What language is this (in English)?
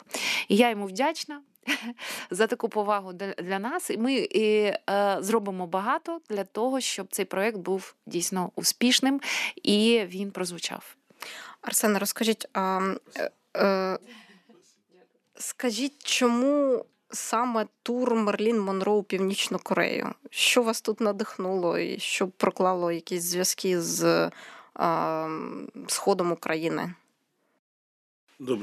Ukrainian